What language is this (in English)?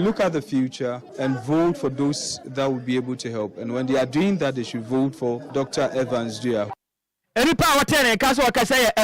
Akan